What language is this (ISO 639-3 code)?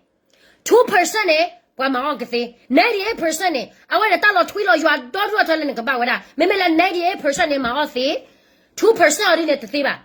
ksw